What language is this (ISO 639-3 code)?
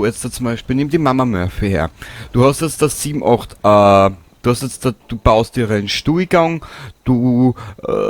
bar